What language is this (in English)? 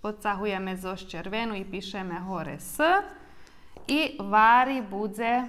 Rusyn